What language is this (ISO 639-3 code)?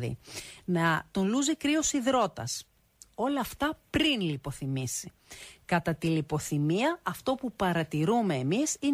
ell